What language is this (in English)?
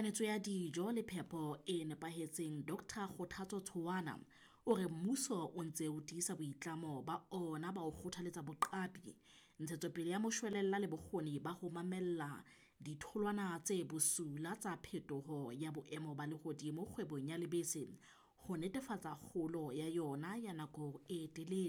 Southern Sotho